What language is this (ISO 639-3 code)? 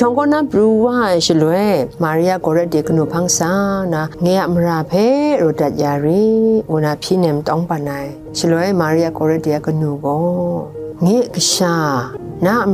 kac